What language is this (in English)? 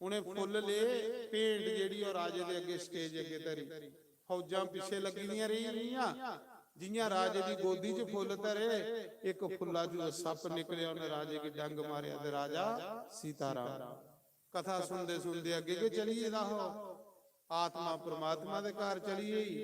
Dogri